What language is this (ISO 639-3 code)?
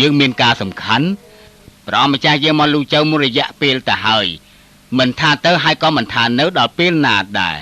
khm